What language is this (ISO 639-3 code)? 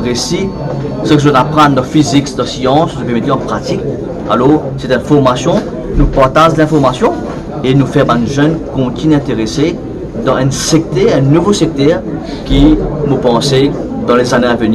mfe